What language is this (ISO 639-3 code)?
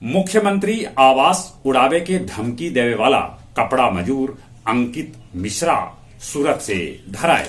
mag